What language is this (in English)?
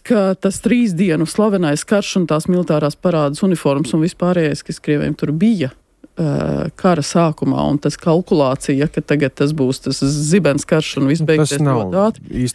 Latvian